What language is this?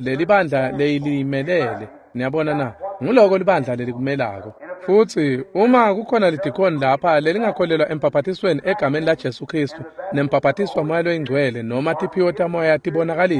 Swati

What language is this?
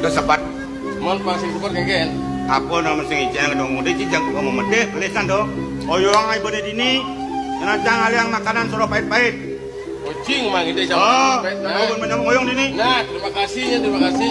Balinese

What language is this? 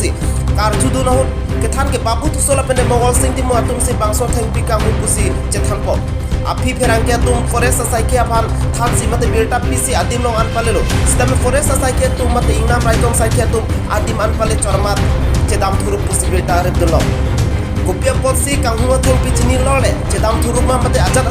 Karbi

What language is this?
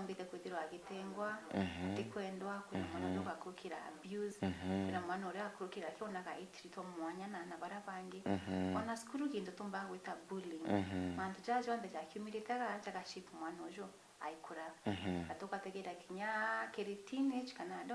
Meru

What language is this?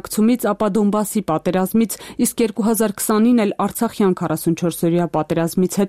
Armenian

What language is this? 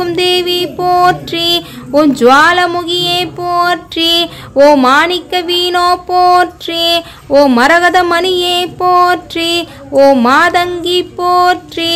Tamil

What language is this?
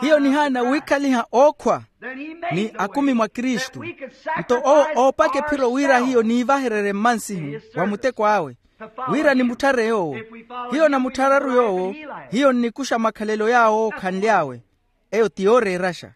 Makhuwa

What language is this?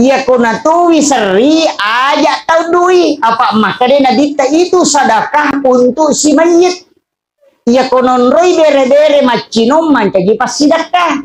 Buginese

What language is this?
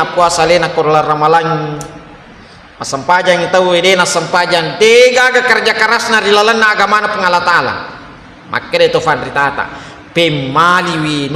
Buginese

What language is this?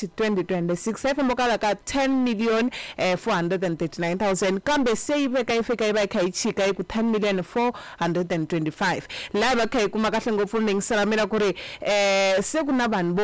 Tsonga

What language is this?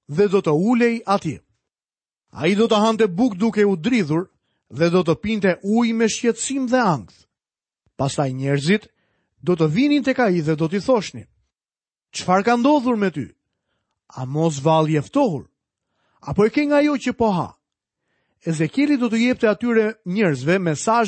Albanian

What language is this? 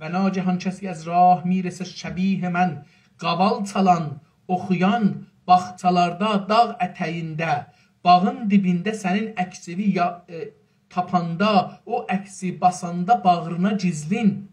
South Azerbaijani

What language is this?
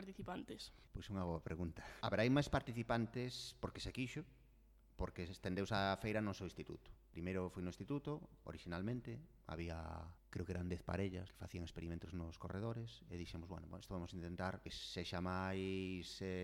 Galician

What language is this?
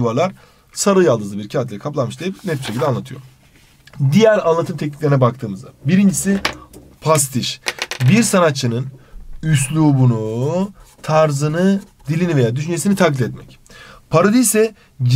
Turkish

